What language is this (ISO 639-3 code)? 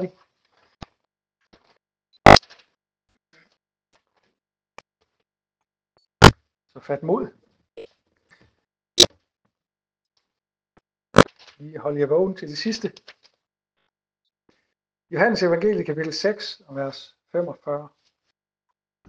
dan